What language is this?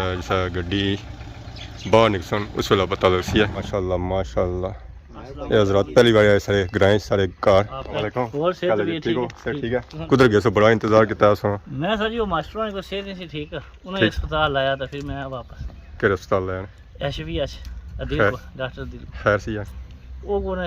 Pahari-Potwari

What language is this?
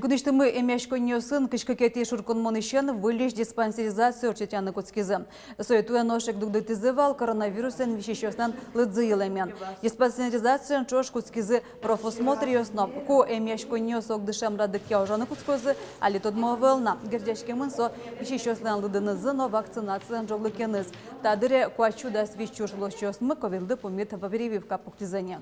Udmurt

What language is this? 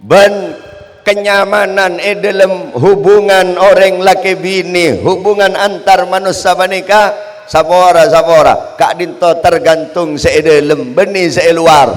Madurese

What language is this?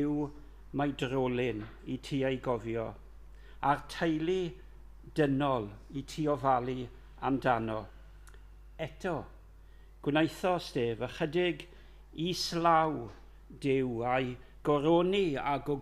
Welsh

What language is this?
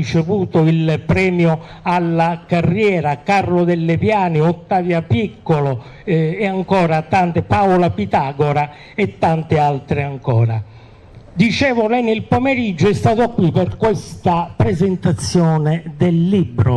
Italian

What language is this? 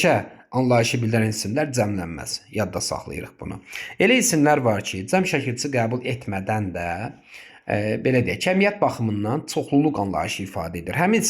Azerbaijani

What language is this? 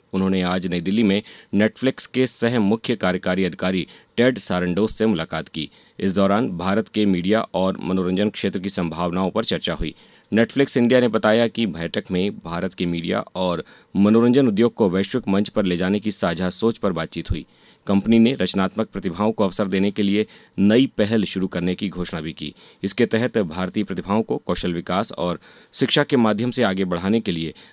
Hindi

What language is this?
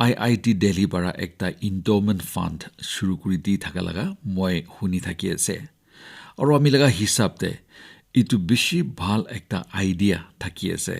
Naga Pidgin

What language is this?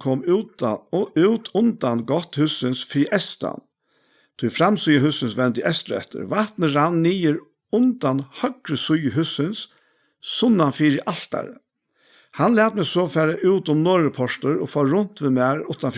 Faroese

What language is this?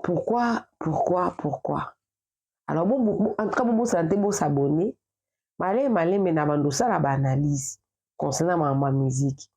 Lingala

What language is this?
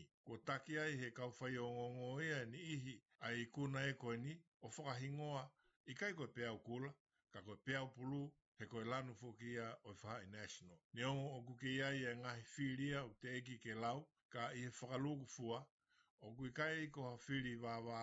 Tongan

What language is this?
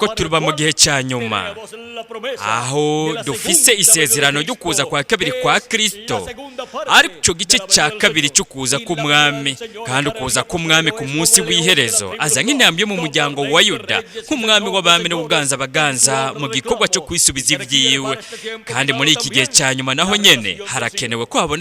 Rundi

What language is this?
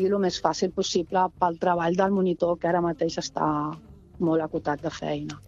Catalan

